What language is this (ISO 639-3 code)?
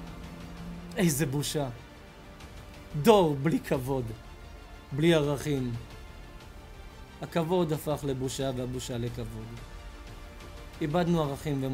heb